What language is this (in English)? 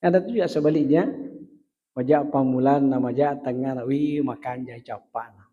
Buginese